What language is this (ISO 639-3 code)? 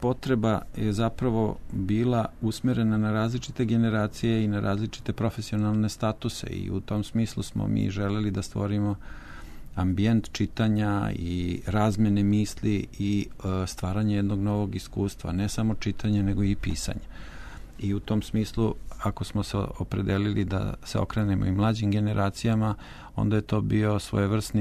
srp